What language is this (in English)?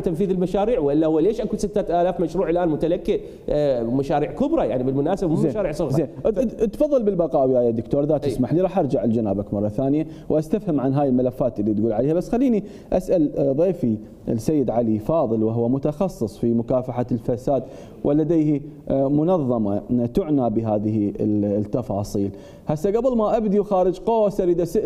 Mesopotamian Arabic